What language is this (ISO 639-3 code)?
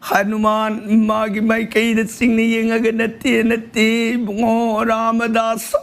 mni